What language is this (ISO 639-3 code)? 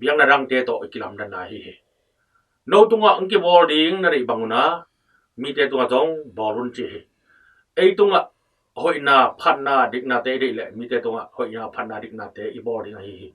ctd